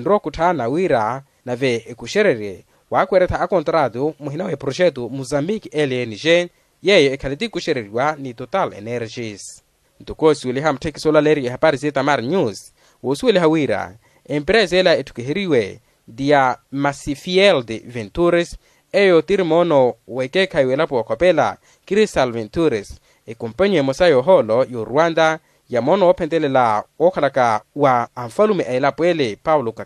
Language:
Makhuwa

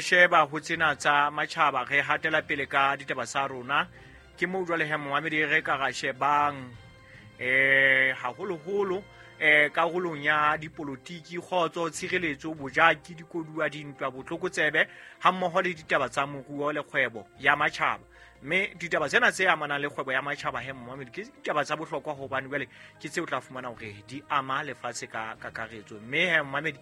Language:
Southern Sotho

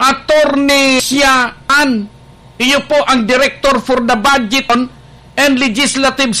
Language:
Bikol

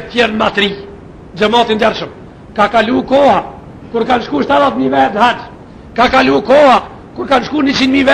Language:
Albanian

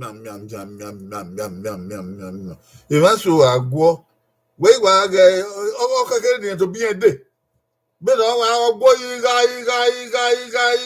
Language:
Bini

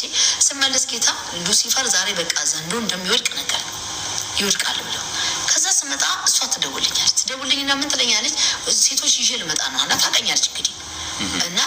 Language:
Amharic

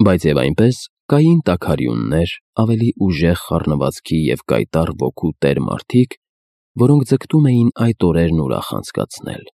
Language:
Armenian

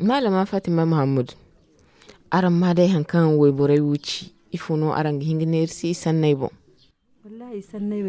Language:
Zarma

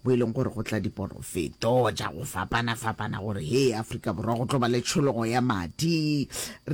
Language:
Northern Sotho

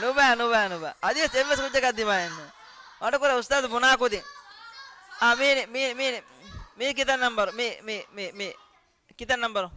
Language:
Divehi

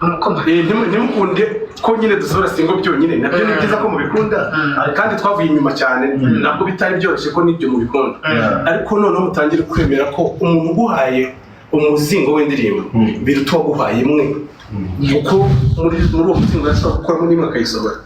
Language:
Kinyarwanda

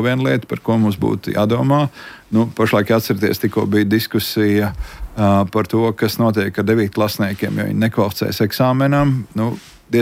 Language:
Latvian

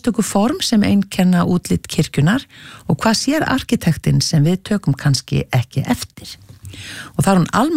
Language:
Icelandic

